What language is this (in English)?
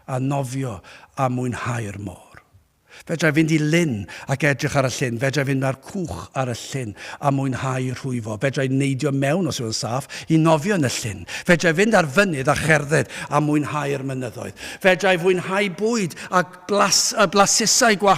Welsh